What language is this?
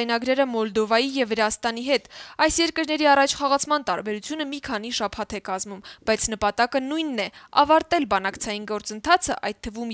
Armenian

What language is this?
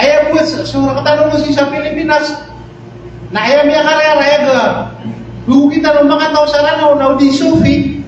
Maranao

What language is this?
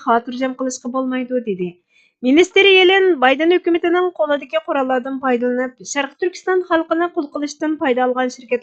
Uyghur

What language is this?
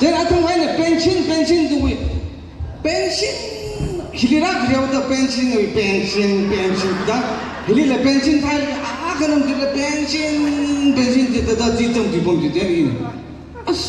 Tangkhul Naga (India)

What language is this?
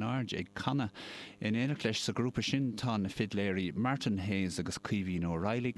Irish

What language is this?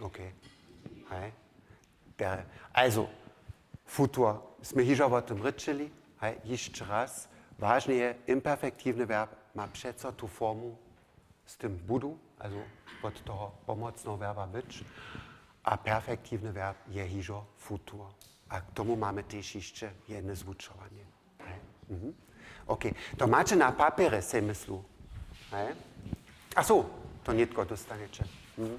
Upper Sorbian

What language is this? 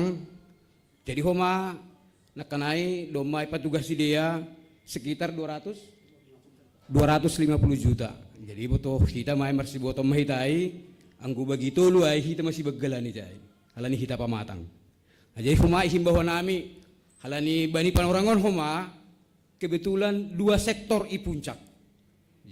Batak Simalungun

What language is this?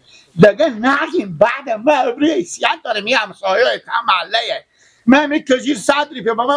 Persian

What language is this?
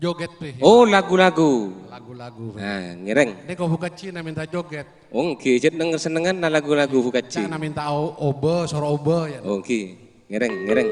Madurese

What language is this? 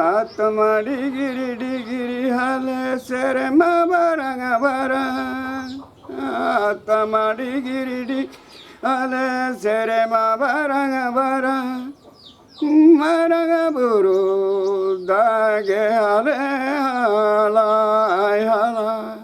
Santali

